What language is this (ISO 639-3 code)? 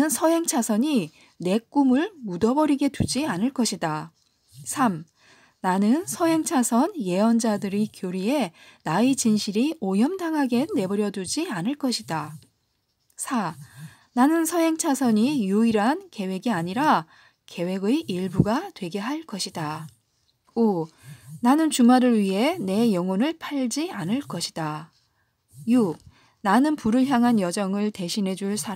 kor